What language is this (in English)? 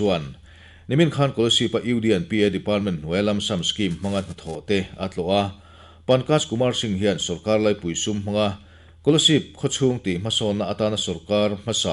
Mizo